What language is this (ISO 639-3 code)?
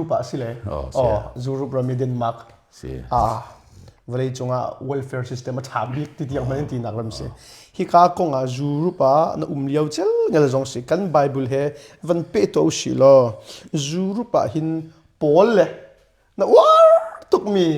cnh